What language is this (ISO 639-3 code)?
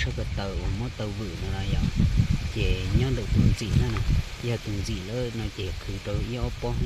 hmn